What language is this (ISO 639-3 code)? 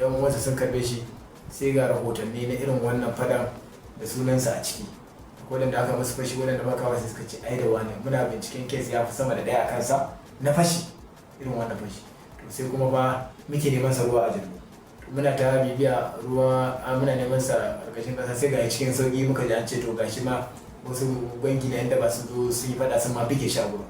hau